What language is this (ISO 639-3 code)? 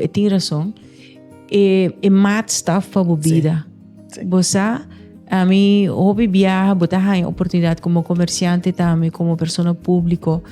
pap